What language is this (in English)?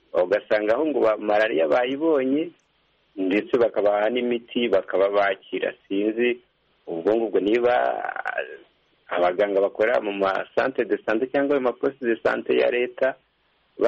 Kinyarwanda